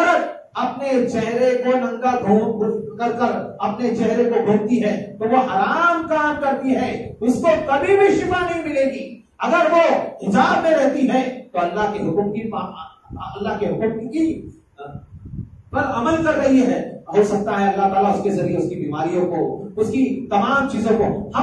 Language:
Urdu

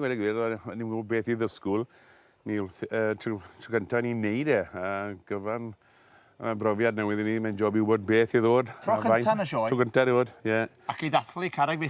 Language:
Welsh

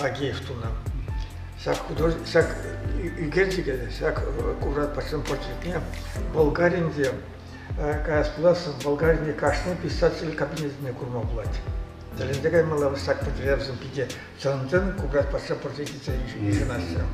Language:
Chuvash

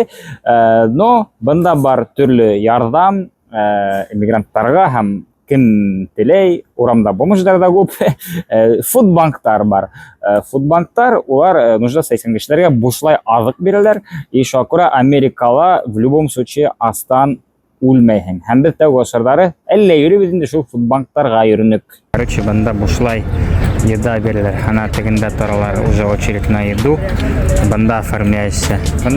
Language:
Bashkir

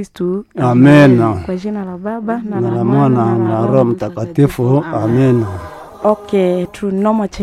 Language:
Swahili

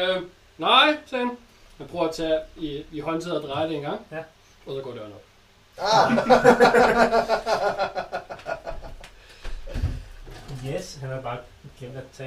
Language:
Danish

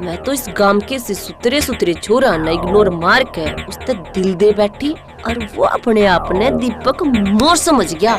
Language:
Haryanvi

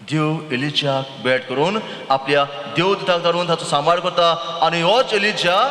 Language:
Konkani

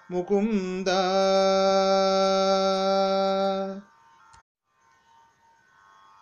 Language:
Kannada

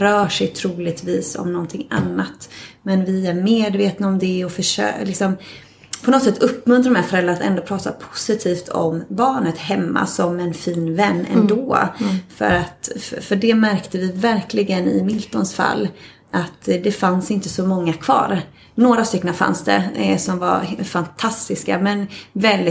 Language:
Swedish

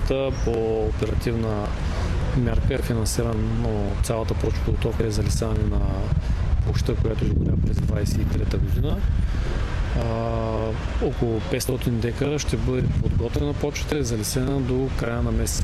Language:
Bulgarian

